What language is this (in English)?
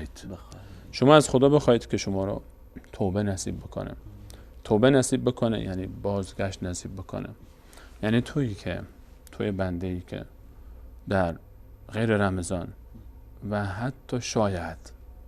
Persian